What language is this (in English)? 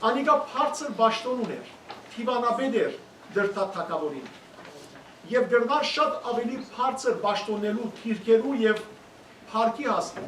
Western Armenian